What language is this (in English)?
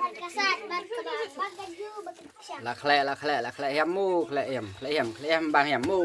Khasi